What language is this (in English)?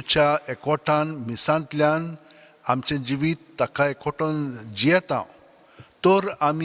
Konkani